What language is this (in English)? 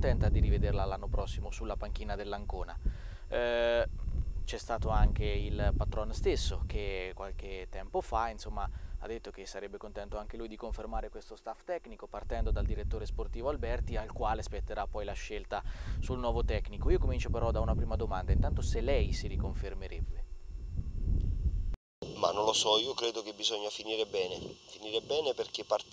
Italian